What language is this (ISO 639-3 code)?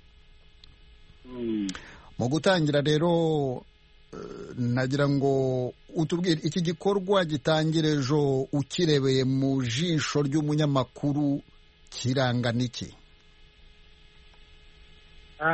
kin